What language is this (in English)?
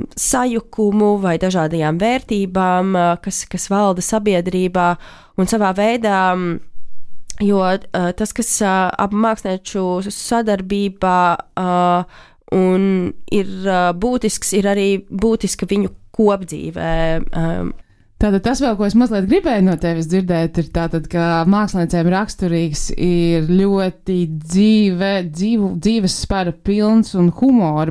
Latvian